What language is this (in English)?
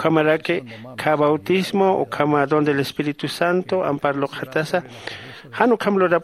Aymara